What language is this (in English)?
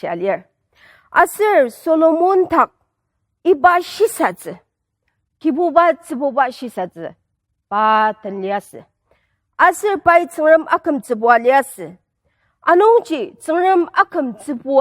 Ao Naga